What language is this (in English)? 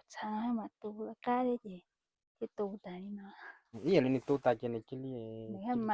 Hmong